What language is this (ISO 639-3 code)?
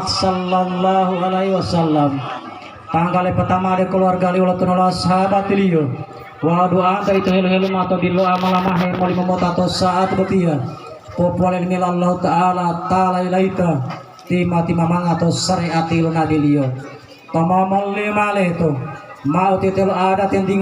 gor